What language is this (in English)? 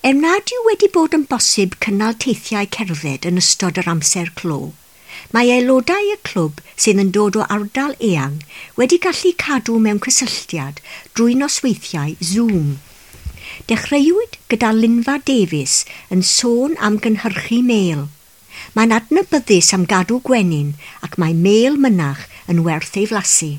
Welsh